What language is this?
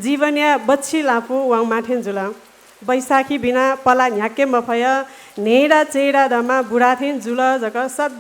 Newari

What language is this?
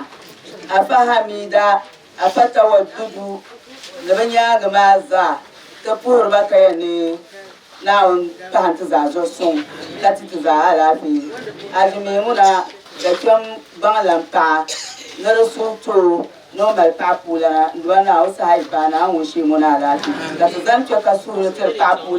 Dagbani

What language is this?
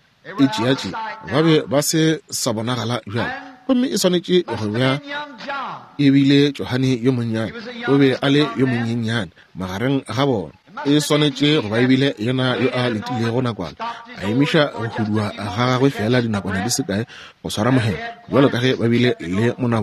Northern Sotho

